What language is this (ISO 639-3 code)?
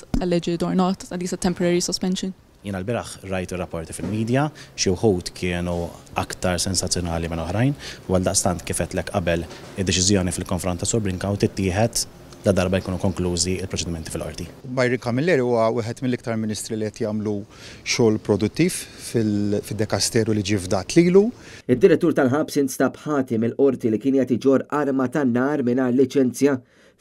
mlt